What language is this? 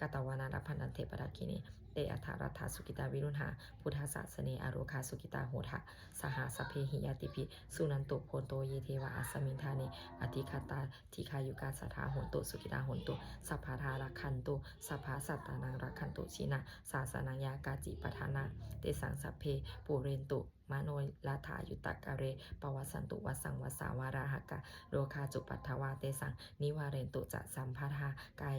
Pali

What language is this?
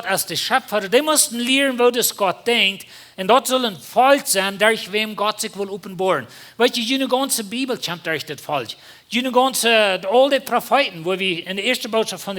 Plautdietsch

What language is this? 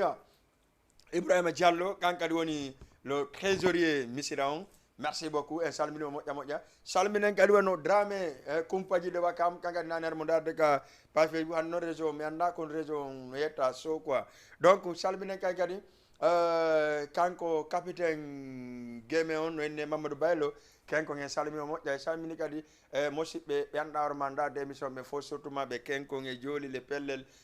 Fula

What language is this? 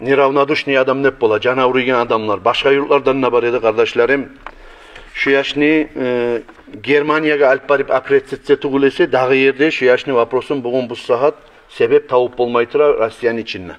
Kumyk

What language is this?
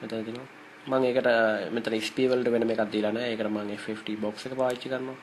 Sinhala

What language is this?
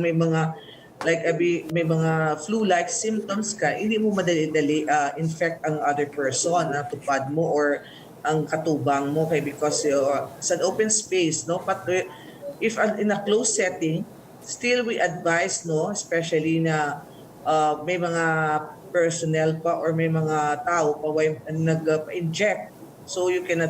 Hiligaynon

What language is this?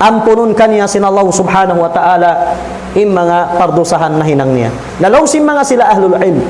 Tausug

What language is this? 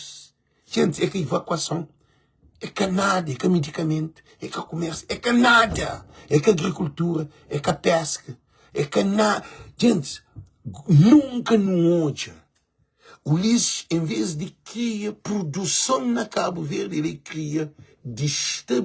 Kabuverdianu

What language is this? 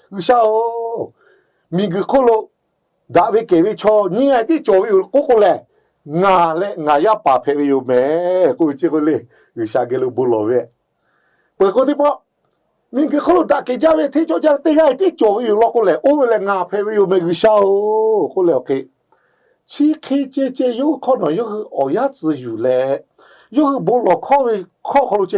Lahu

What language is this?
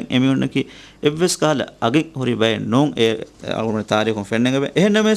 Divehi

